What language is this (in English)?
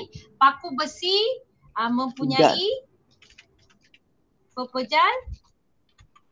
Malay